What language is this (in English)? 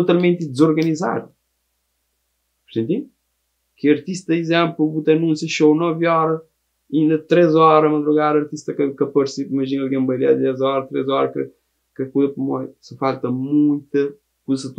Kabuverdianu